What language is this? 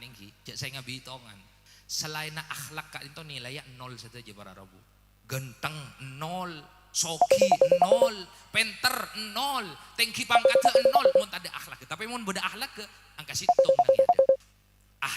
Madurese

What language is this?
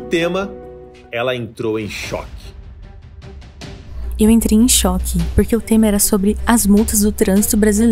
Portuguese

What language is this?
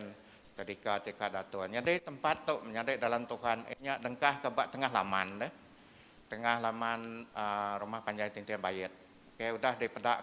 Iban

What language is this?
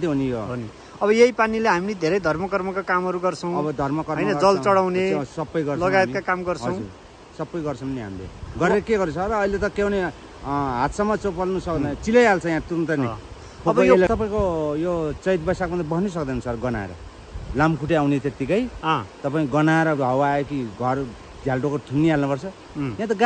Nepali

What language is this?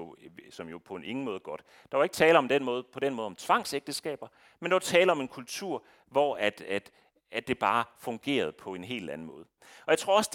Danish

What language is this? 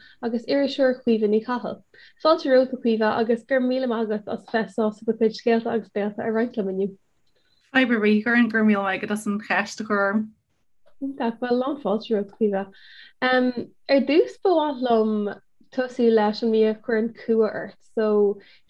Irish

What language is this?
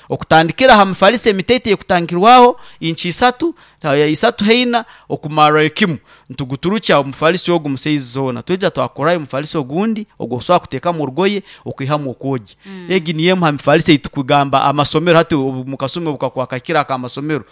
Nyankole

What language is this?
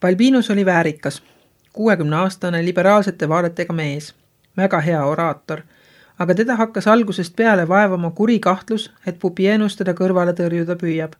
Estonian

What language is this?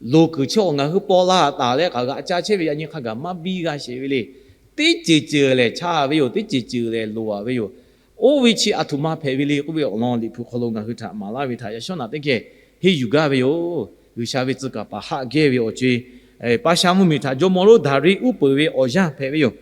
Lahu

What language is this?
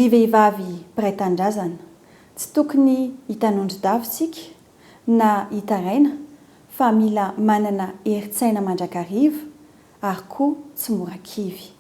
Malagasy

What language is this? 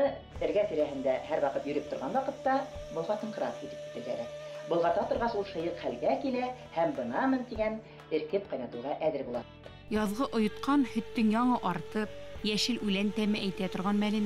Bashkir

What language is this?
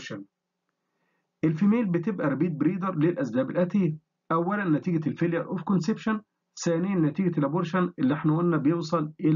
Egyptian Arabic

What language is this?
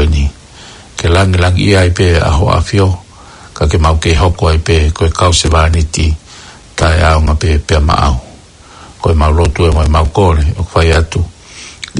Tongan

